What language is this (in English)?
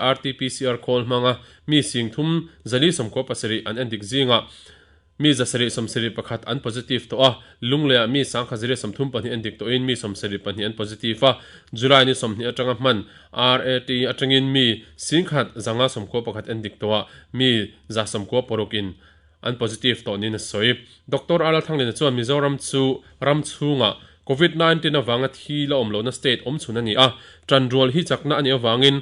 Mizo